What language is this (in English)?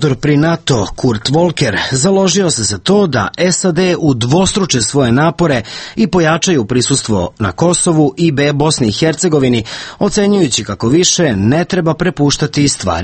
Serbian